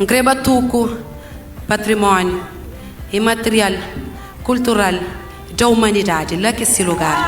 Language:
Kabuverdianu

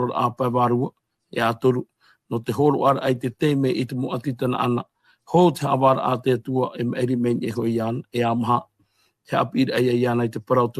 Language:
Tahitian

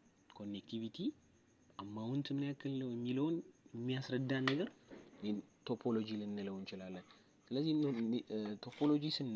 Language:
Amharic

